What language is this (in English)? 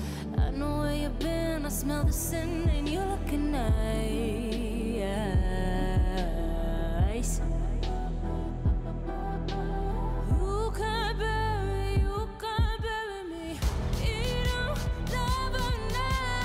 Danish